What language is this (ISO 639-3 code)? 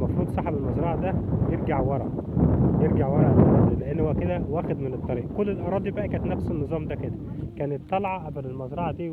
arz